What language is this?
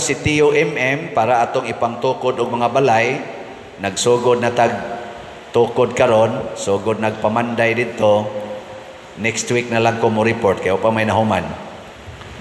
Cebuano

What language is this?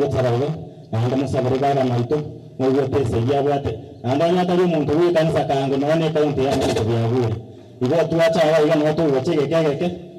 Gusii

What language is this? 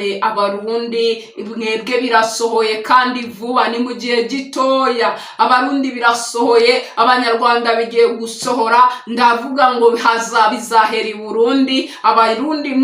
Kinyarwanda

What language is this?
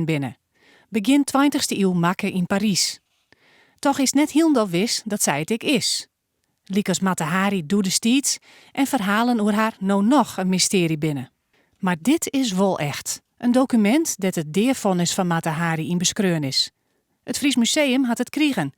Western Frisian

